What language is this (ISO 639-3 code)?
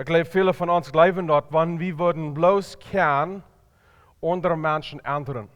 pdt